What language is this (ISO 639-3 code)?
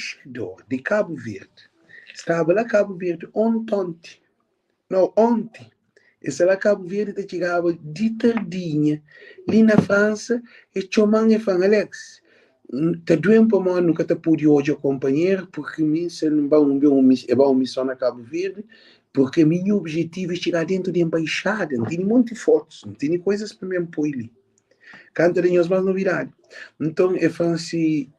kea